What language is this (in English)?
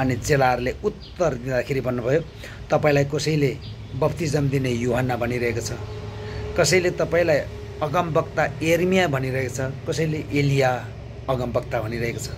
Nepali